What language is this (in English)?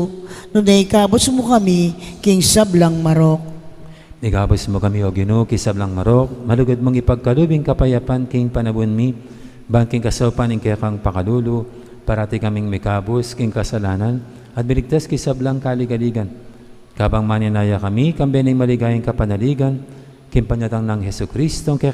Pampanga